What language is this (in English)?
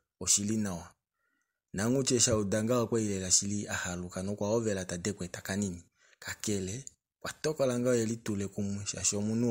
Kuanyama